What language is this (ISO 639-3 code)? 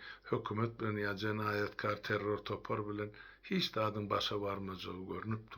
tuk